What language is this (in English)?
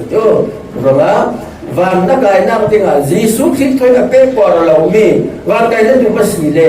Falam Chin